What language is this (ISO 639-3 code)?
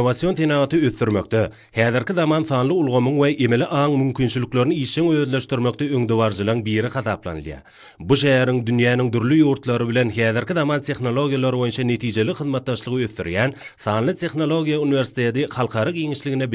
tuk